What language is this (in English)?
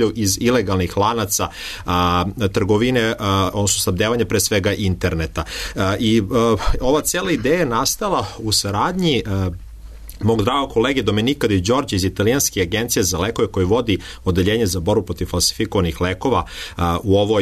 Serbian